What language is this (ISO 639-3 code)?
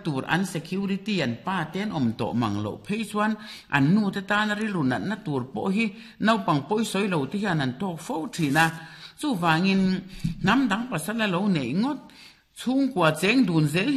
lus